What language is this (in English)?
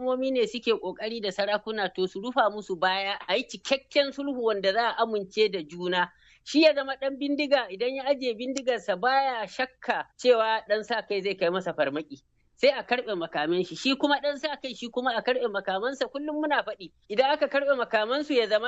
Hausa